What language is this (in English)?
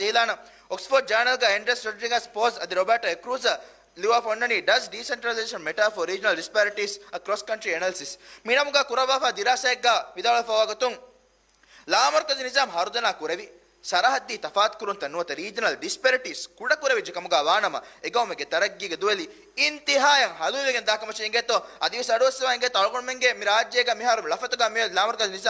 Divehi